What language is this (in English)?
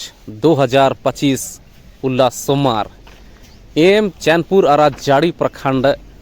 Kurukh